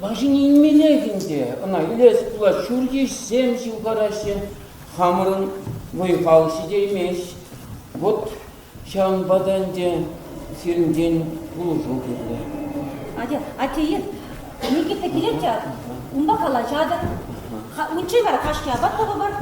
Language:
Chuvash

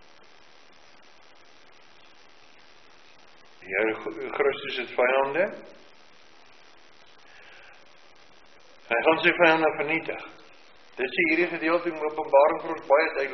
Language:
Afrikaans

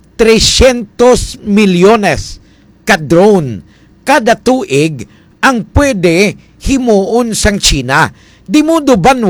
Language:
Hiligaynon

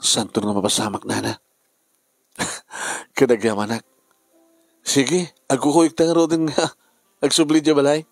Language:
Iloko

